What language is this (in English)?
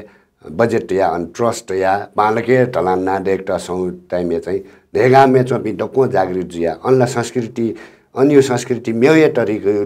Newari